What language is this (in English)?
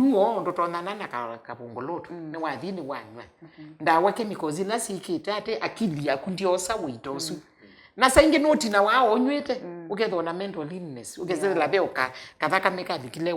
Kamba